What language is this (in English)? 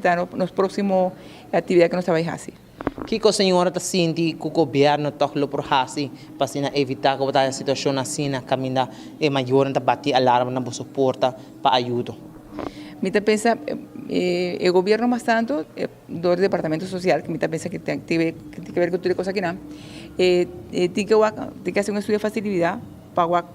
Papiamento